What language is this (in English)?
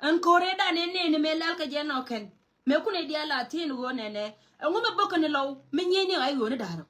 Nuer